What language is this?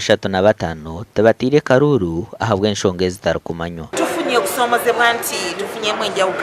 Nyankole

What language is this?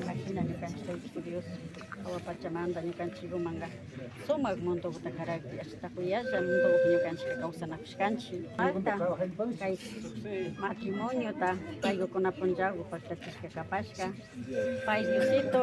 Imbabura Highland Quichua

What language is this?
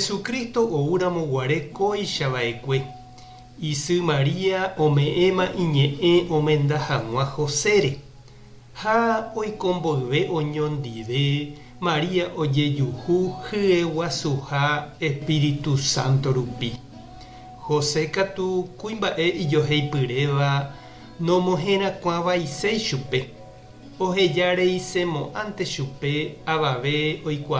Guarani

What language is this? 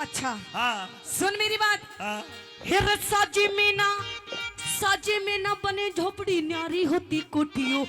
Haryanvi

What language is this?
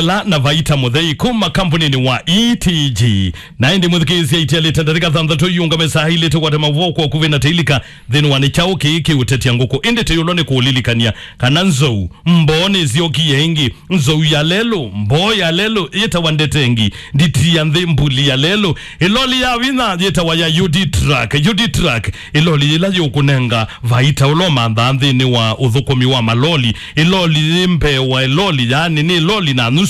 Kamba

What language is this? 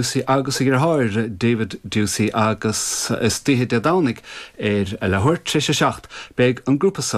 Irish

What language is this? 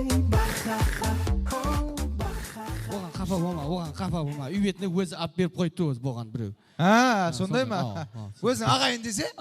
Kara-Kalpak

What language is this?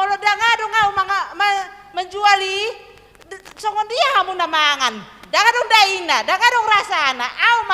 Batak Toba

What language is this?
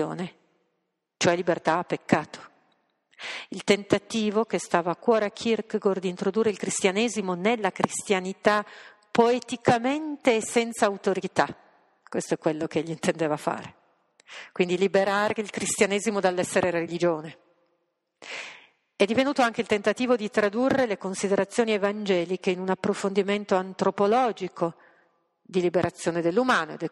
Italian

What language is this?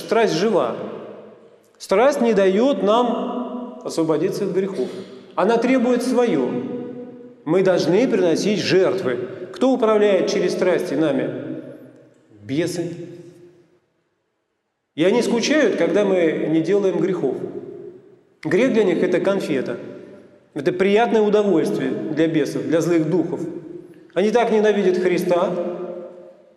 Russian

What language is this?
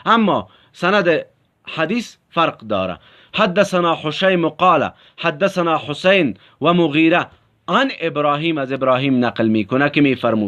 Tajik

